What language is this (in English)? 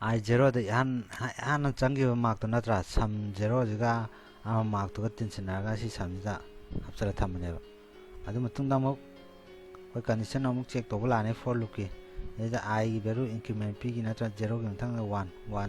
Manipuri